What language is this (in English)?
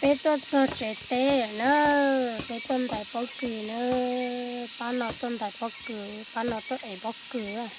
Hmong